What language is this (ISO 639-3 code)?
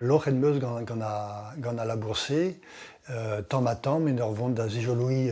bre